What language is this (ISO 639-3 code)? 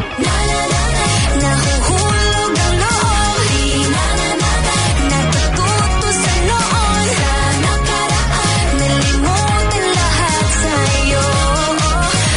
fil